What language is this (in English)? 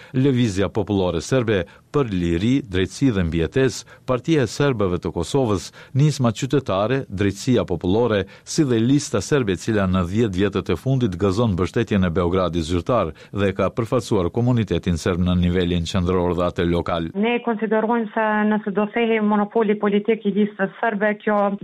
Albanian